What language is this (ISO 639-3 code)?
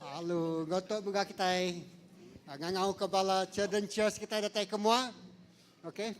iba